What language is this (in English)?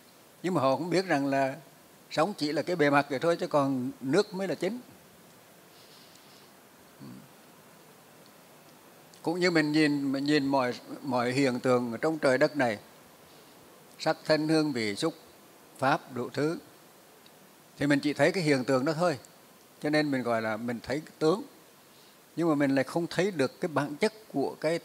Vietnamese